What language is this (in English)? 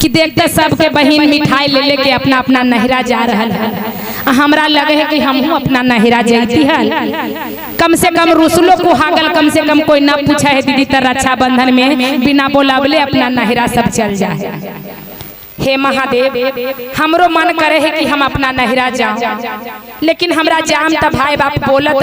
Magahi